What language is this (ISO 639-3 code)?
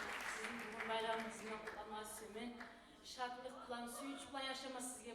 kum